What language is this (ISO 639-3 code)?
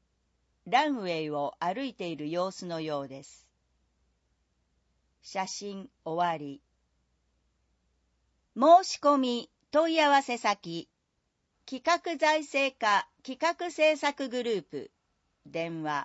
jpn